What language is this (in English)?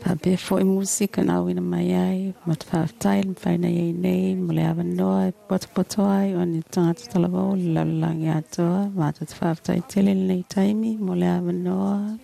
Samoan